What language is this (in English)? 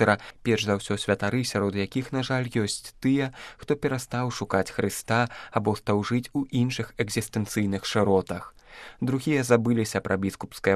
Belarusian